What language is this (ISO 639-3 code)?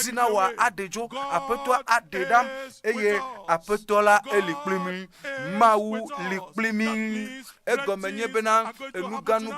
ewe